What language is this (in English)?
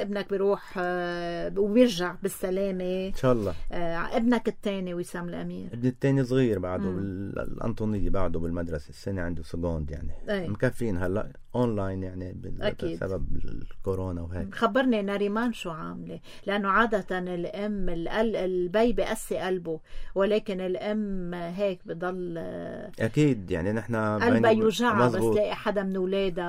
North Levantine Arabic